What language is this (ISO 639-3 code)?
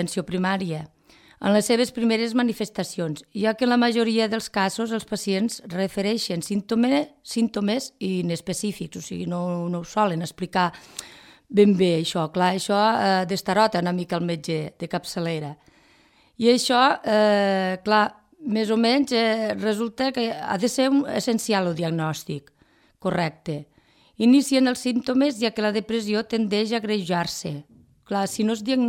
cat